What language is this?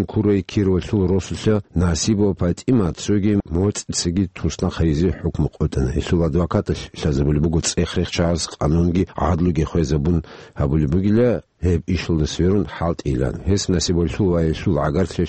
Avaric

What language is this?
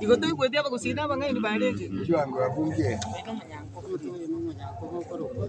Gusii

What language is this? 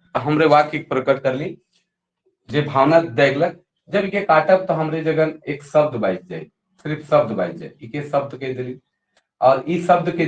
Sadri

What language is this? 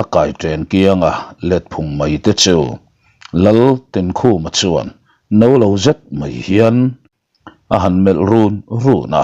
Mizo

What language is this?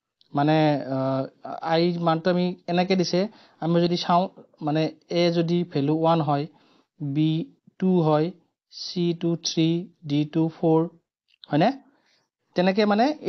Assamese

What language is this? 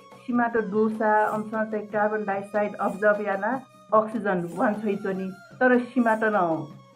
Newari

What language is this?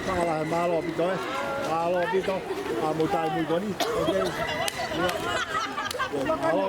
Tongan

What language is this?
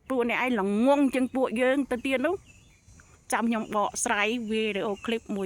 Khmer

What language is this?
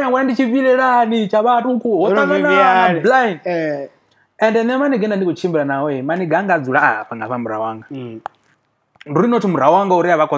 Venda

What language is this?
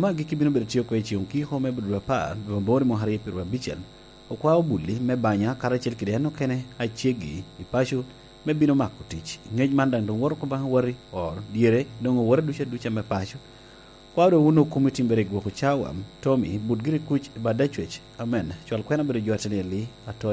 Lango (Uganda)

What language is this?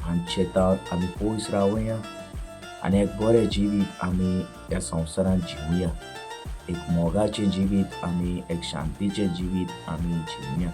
Konkani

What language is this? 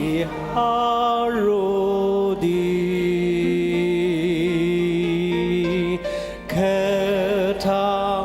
Ao Naga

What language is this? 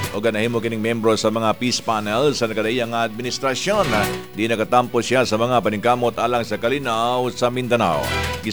Cebuano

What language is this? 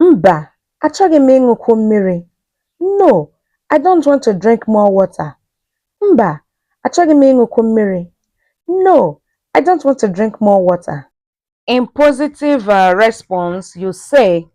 Igbo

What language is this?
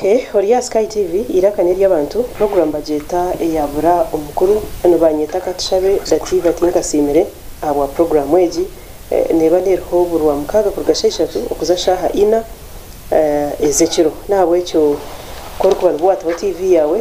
Kinyarwanda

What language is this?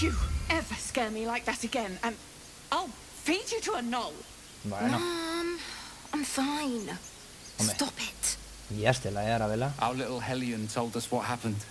Asturian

